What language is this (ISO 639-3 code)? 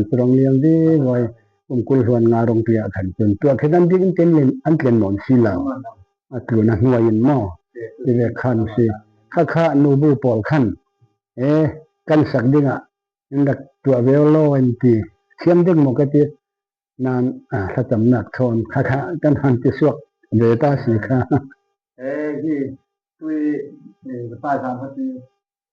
cfm